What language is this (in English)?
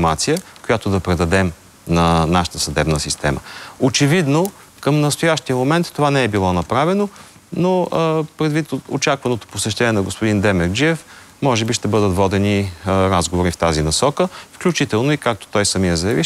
Bulgarian